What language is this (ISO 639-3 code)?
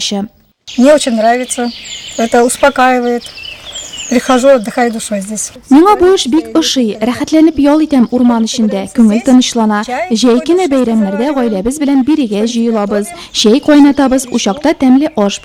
tat